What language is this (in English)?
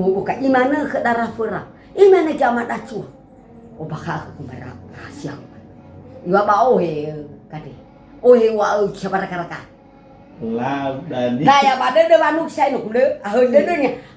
Nias